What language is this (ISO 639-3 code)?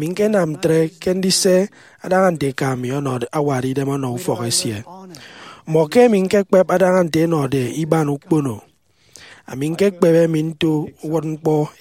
efi